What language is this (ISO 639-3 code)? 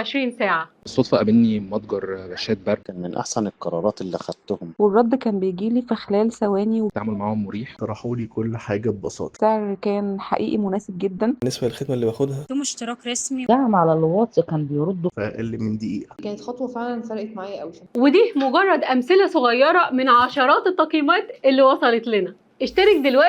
arz